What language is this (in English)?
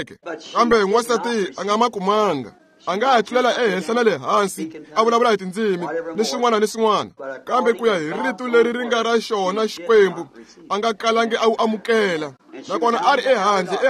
Tsonga